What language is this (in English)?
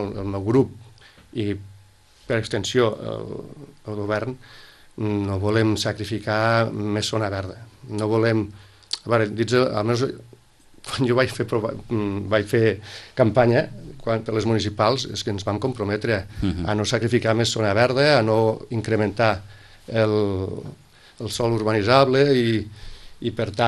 Catalan